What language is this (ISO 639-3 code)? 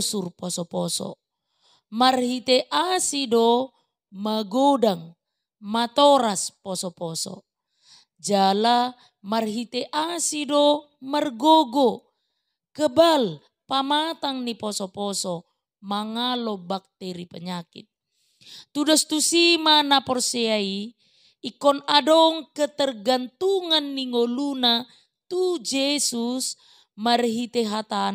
bbc